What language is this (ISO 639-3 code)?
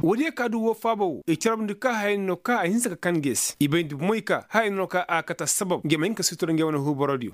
ses